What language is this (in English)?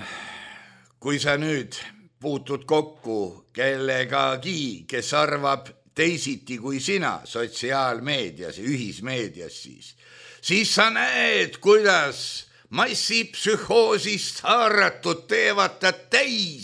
Estonian